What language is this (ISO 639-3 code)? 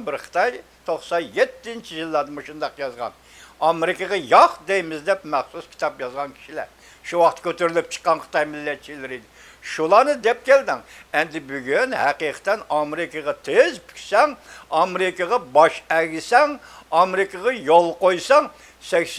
uig